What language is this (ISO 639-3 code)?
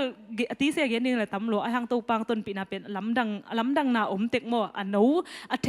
ctd